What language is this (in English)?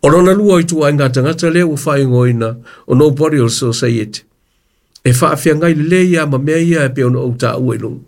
Samoan